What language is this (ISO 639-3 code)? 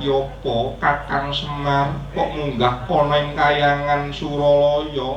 jav